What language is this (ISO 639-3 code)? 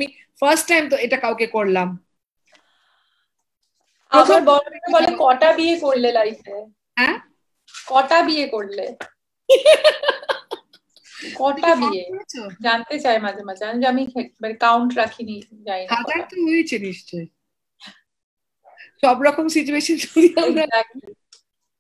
ben